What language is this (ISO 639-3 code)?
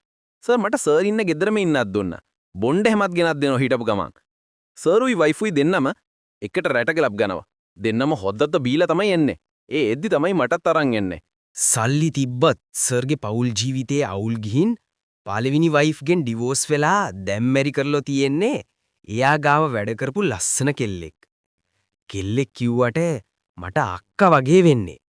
sin